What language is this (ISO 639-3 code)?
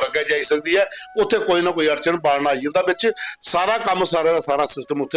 doi